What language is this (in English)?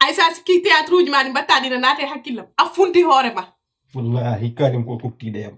Fula